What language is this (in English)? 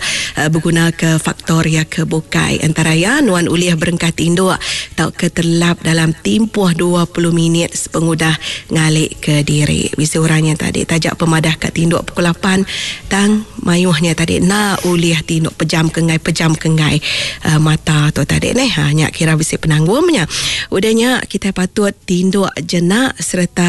Iban